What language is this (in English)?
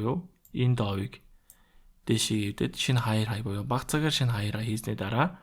Mongolian